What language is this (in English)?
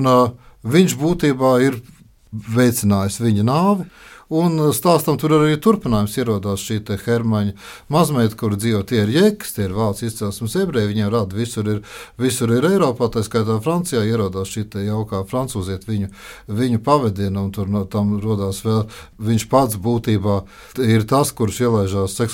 Latvian